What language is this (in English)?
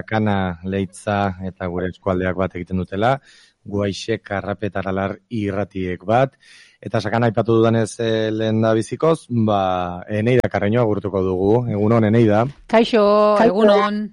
Basque